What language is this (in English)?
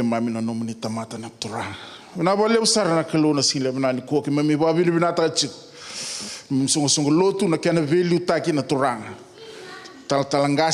Fijian